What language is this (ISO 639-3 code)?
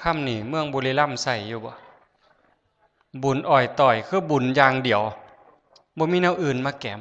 tts